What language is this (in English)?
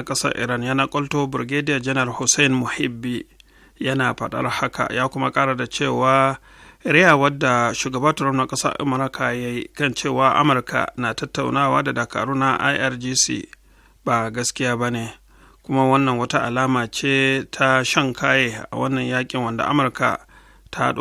Hausa